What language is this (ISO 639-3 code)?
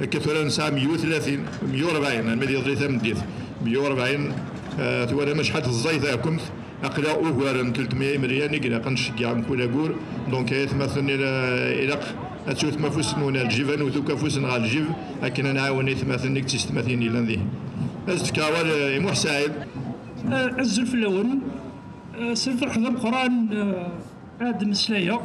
kab